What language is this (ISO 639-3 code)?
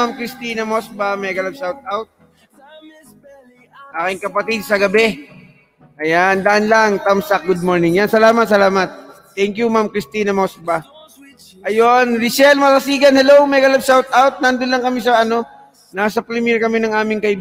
fil